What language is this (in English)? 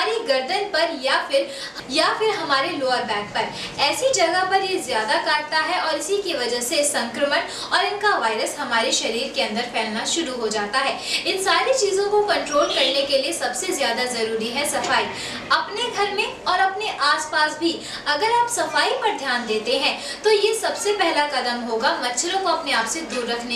Hindi